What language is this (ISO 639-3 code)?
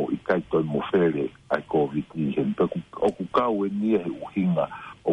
ton